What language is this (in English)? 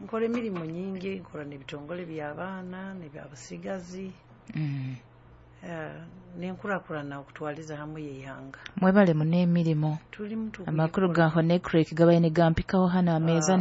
Nyoro